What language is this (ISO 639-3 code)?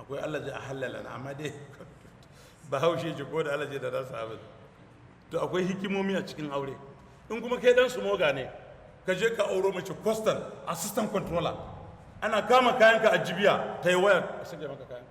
hau